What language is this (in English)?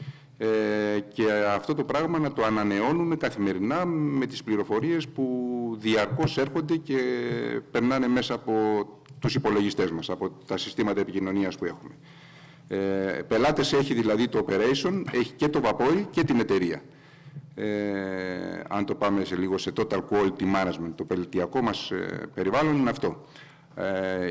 Greek